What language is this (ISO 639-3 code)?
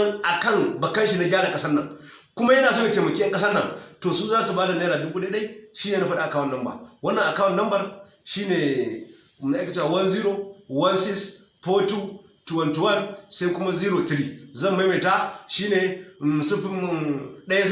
hau